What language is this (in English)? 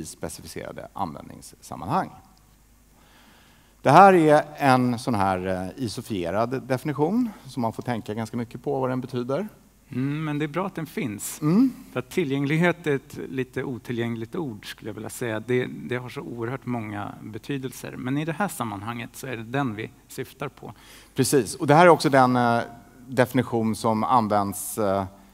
Swedish